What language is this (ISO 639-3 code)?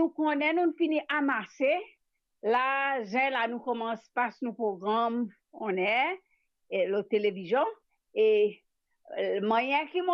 mfe